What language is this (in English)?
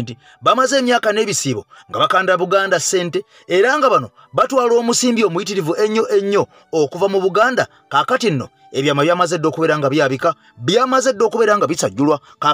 Ganda